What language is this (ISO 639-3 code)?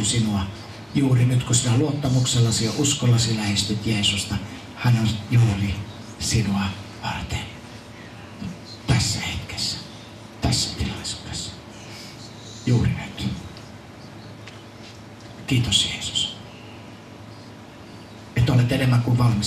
fin